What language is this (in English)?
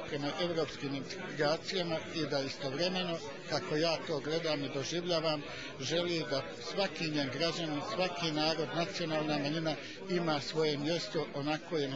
Bosnian